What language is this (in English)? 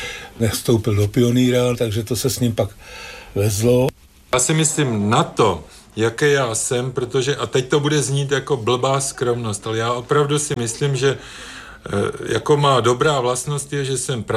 Czech